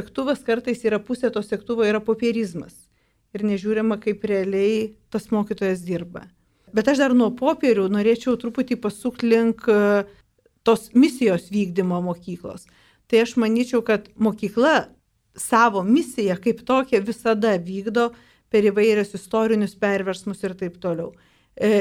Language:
Lithuanian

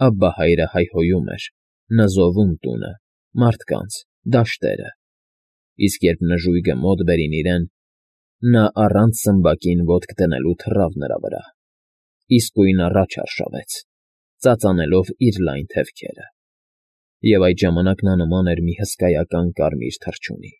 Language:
Armenian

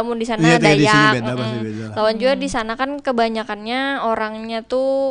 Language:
Banjar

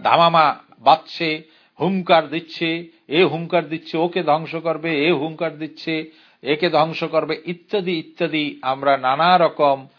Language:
Bangla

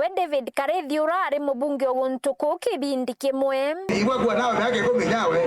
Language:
Meru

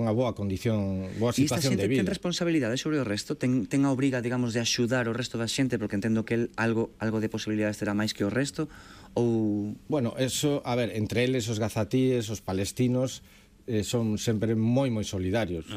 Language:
Galician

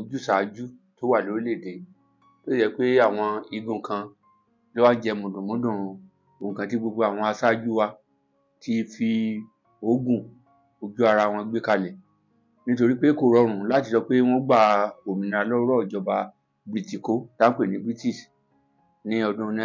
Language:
Yoruba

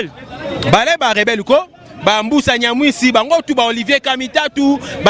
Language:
Lingala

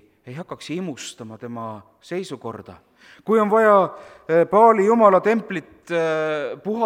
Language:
Estonian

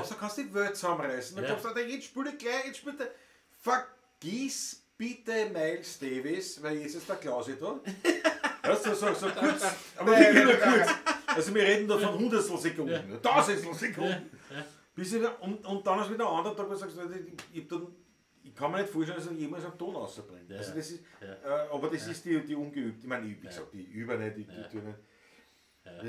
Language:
Bavarian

